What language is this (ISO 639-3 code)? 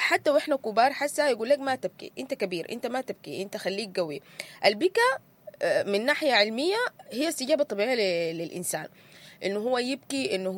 apd